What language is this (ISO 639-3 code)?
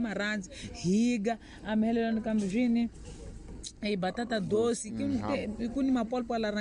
tso